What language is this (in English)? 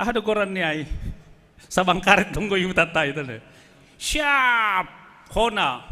Batak Simalungun